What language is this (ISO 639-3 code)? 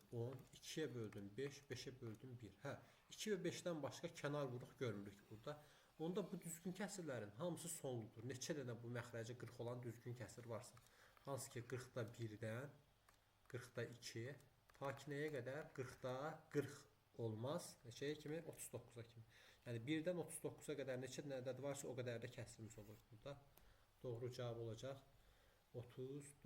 aze